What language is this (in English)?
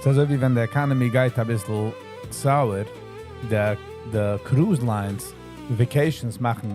Yiddish